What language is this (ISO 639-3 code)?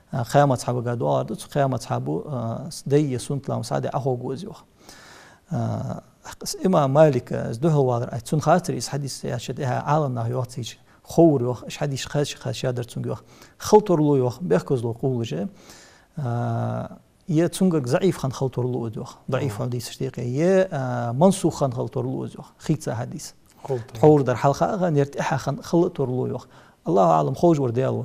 inh